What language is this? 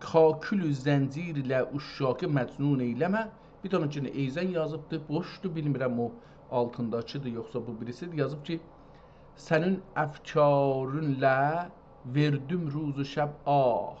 South Azerbaijani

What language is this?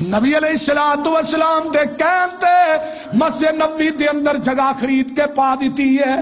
Western Panjabi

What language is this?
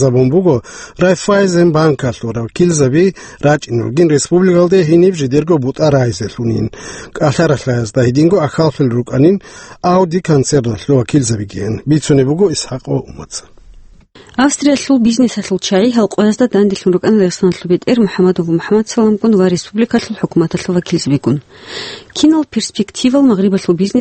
Avaric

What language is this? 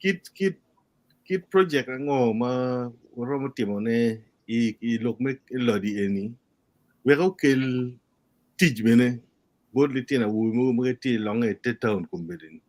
Acoli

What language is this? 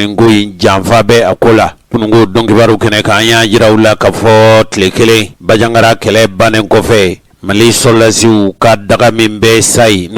Bambara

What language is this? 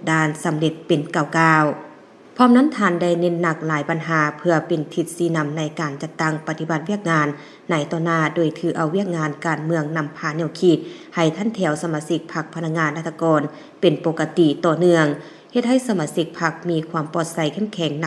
Lao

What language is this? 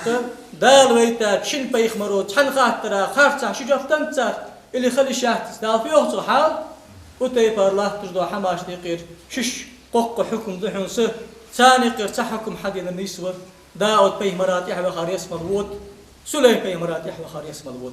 Ingush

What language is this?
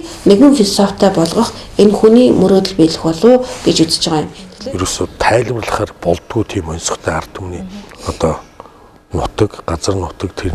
Mongolian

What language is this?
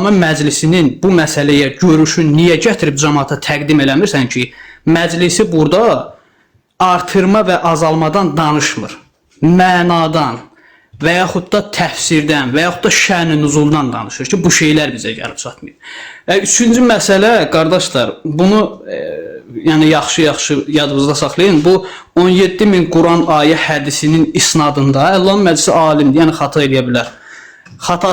Azerbaijani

